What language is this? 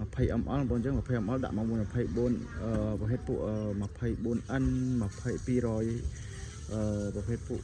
Khmer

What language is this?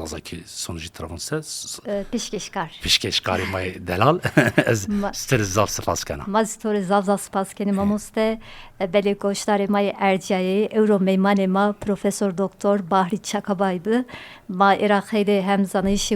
Zaza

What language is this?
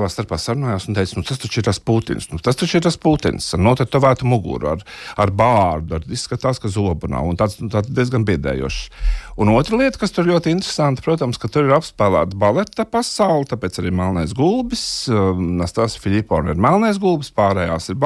Latvian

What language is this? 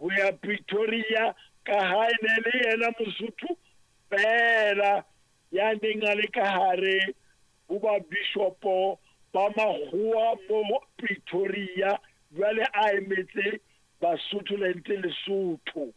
Southern Sotho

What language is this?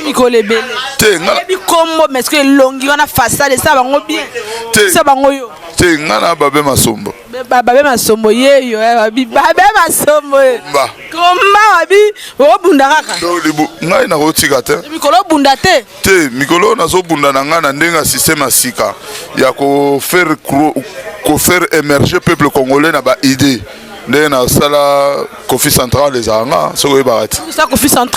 Lingala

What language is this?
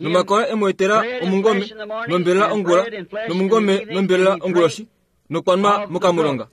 Kuanyama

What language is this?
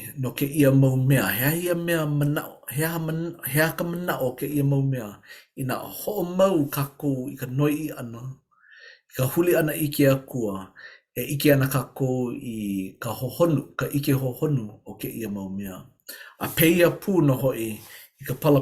Hawaiian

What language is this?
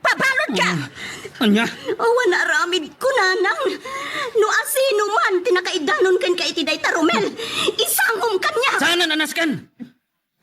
Iloko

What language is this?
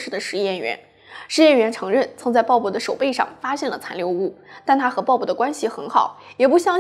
Chinese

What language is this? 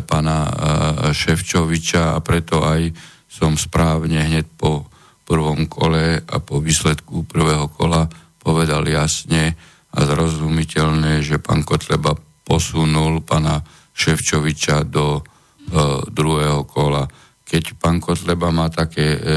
Slovak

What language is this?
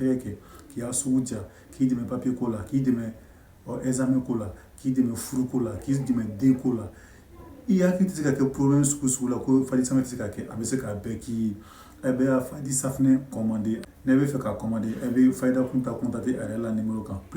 Bambara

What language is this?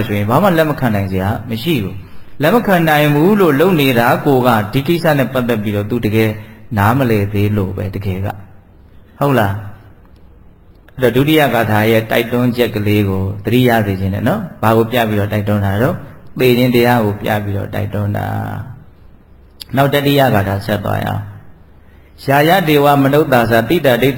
Burmese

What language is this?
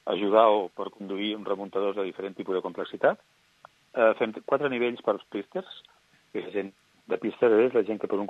Catalan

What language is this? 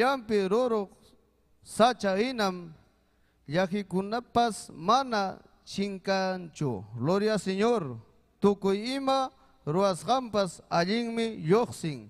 Ayacucho Quechua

